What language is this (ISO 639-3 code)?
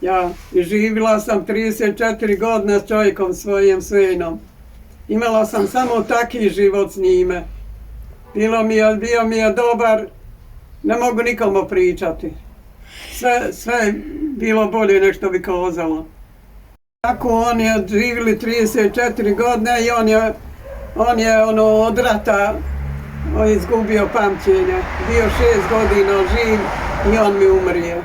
bos